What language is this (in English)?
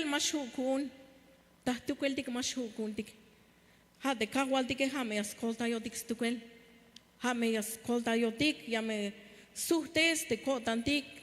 Tzeltal